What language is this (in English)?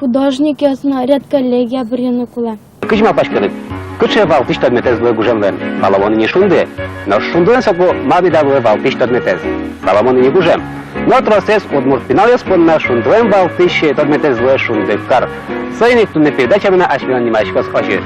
Udmurt